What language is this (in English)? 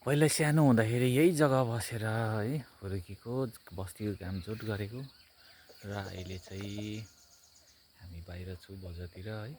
Nepali